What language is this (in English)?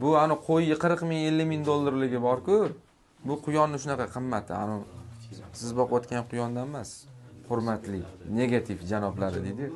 Uzbek